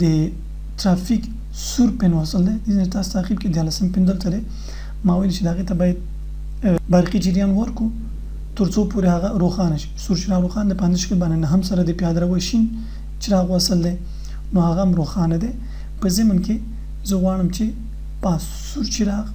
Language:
Pashto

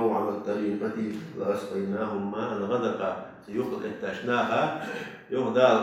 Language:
Ingush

